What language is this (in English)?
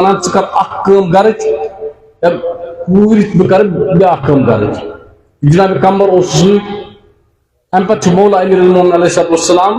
Kashmiri